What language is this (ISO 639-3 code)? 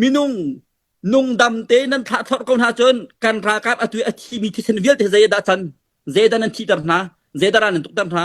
cnh